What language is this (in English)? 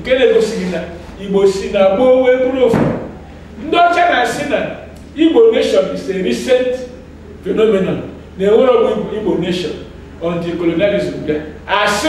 Igbo